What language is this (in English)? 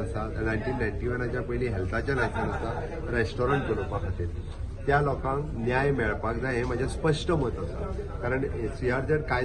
Konkani